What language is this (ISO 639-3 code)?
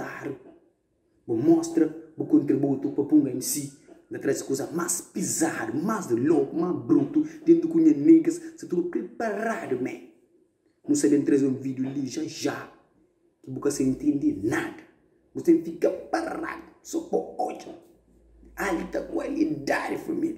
kea